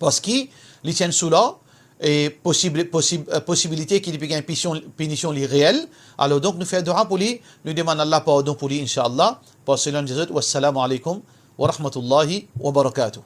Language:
Morisyen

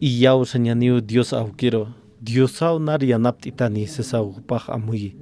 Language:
Aymara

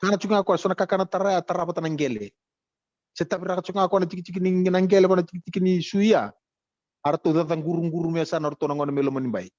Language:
Fijian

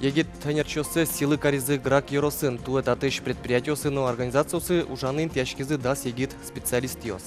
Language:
Udmurt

